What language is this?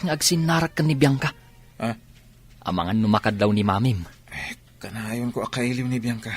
Iloko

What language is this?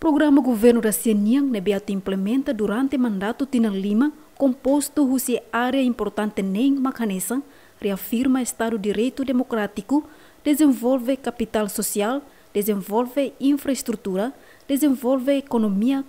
Tetum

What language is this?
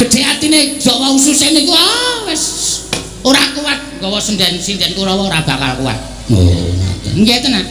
Javanese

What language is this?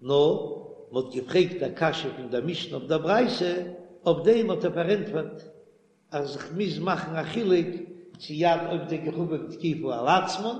Yiddish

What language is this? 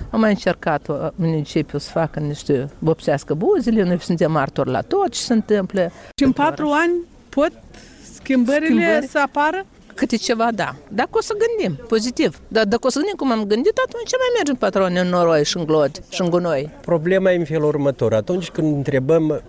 Romanian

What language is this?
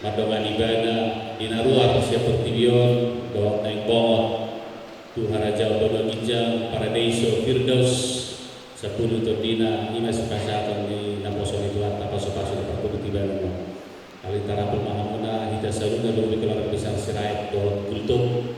Batak Toba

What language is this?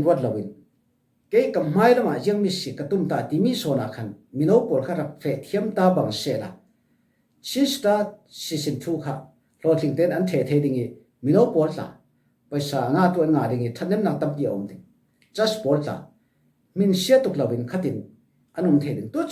Falam Chin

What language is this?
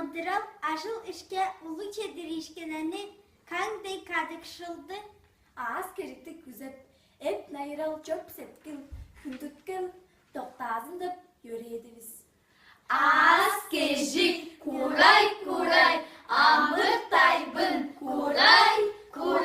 Tuvinian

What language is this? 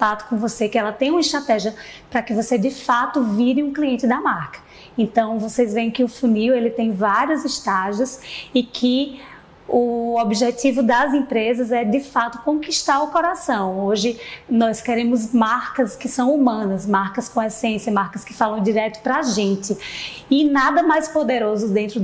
Portuguese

